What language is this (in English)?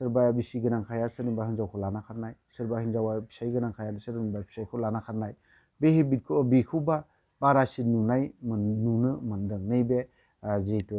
Bodo